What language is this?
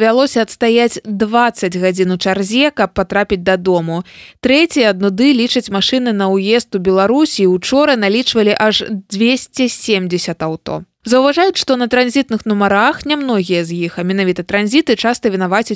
Belarusian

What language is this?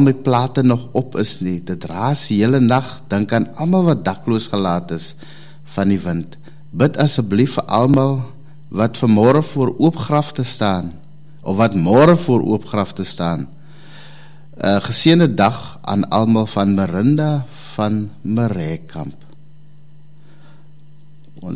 Afrikaans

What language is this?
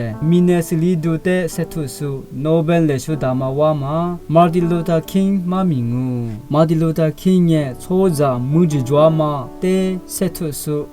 Lisu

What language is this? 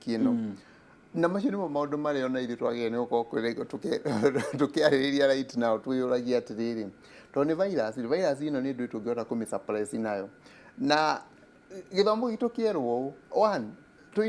Kikuyu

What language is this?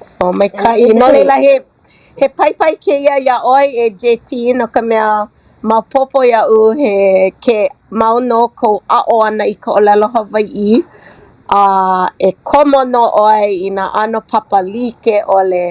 Hawaiian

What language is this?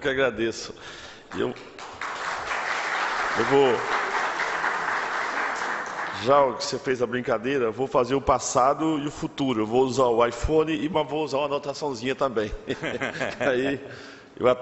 Portuguese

